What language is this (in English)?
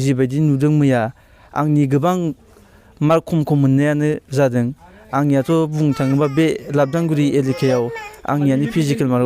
Bodo